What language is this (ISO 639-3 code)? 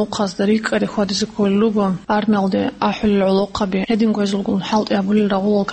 ava